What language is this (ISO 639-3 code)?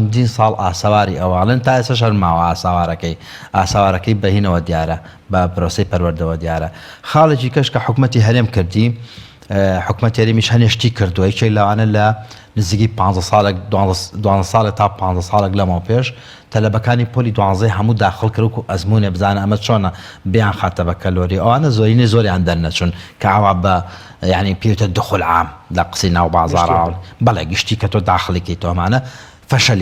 ckb